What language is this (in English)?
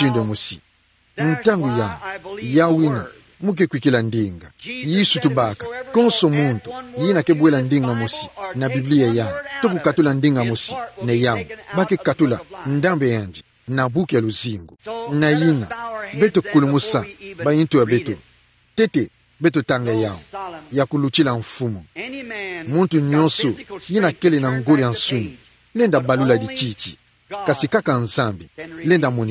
Kituba (Democratic Republic of Congo)